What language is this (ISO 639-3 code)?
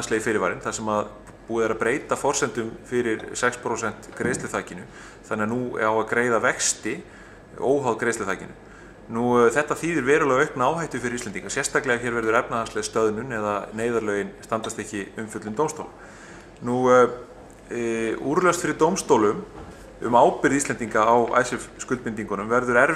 isl